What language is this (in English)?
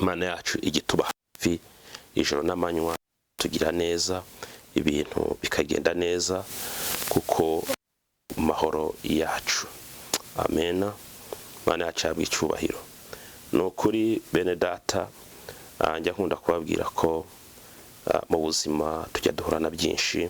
Kinyarwanda